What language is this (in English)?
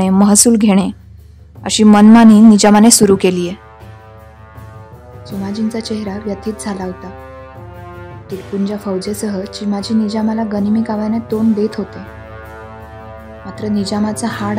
Marathi